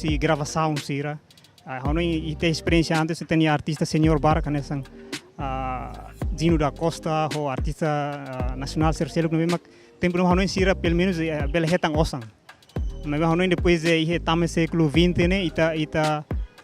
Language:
Tetum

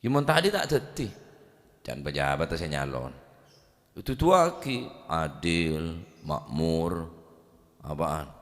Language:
Madurese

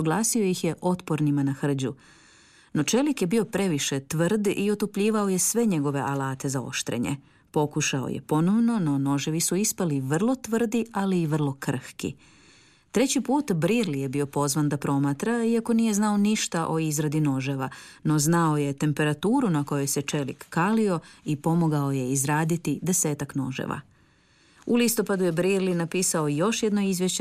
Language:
Croatian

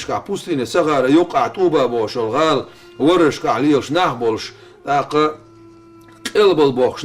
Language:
Chechen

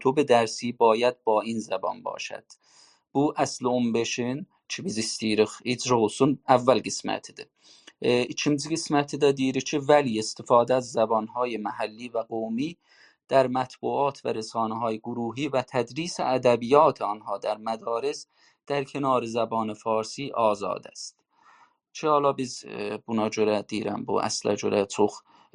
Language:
South Azerbaijani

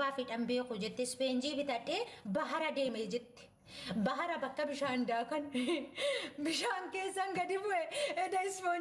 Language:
Oromo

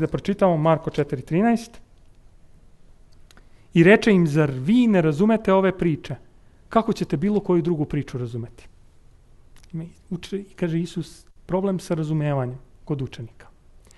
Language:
Serbian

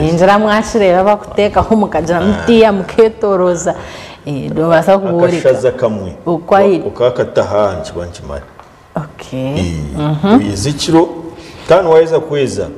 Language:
Nyankole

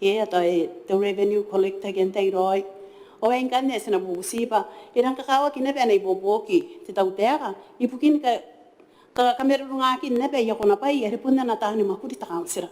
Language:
Gilbertese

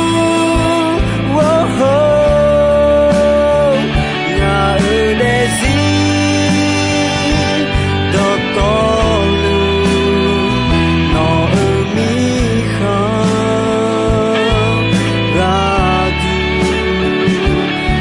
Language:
Akha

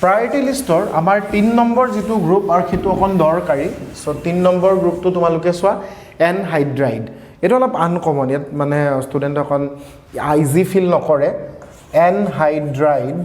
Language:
Assamese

